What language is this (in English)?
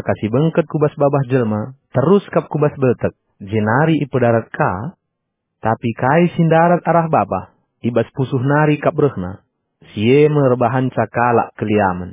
Batak Karo